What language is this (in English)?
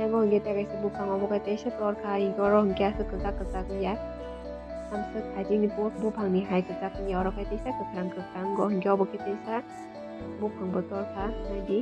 Kok Borok